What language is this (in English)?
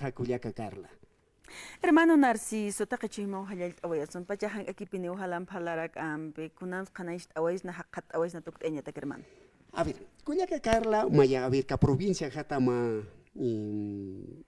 Aymara